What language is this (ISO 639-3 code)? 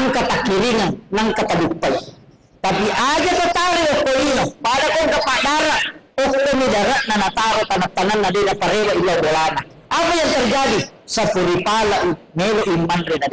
bug